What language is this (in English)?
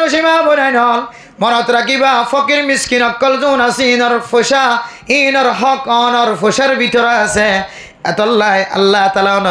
Rohingya